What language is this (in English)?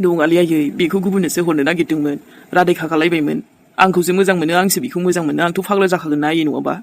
Bodo